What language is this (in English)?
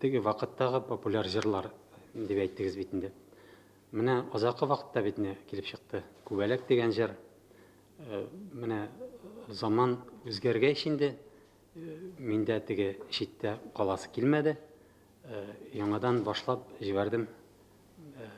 Tatar